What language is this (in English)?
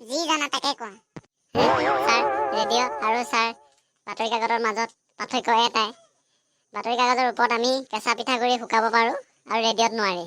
Assamese